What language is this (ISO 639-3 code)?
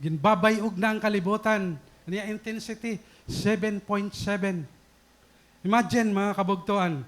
war